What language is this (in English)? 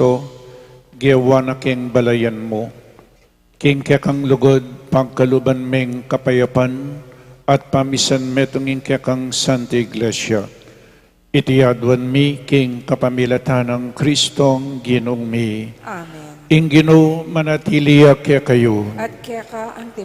Pampanga